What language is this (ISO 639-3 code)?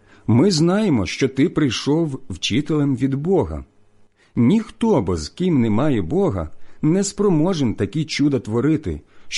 ukr